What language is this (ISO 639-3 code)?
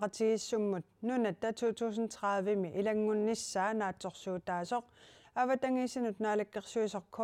kal